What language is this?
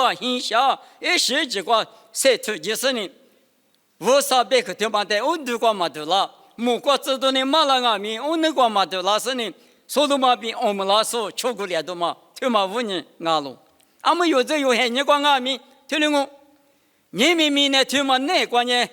Lisu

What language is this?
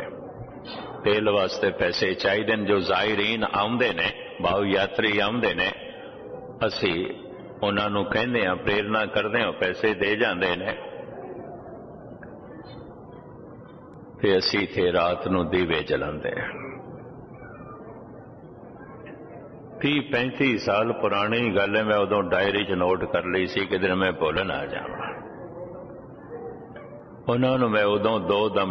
Punjabi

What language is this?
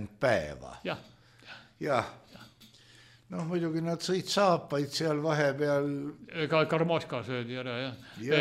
Estonian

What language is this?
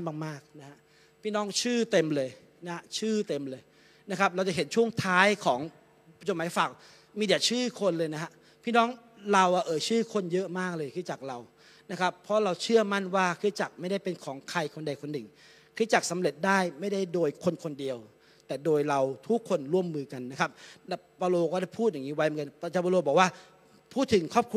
Thai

